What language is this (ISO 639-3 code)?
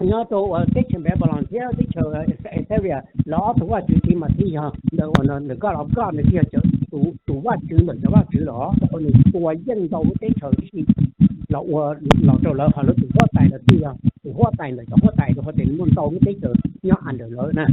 hmn